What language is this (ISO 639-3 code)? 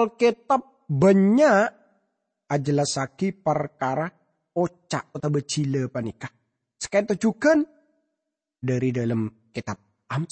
mad